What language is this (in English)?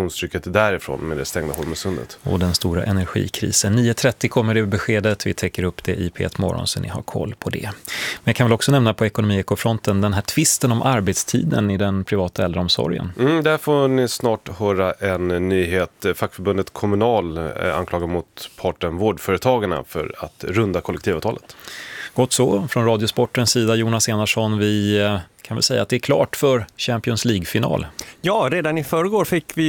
Swedish